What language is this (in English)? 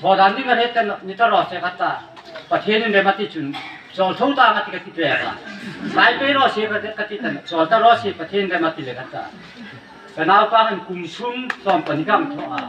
Hmar